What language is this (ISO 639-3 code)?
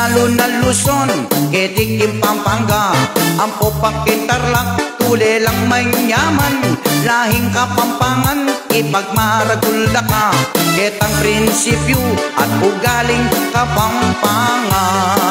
pam